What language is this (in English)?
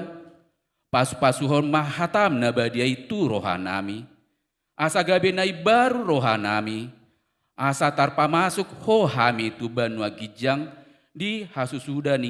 Batak Toba